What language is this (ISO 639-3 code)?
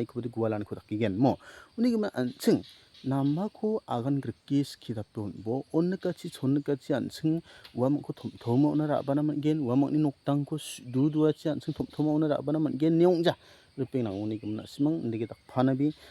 grt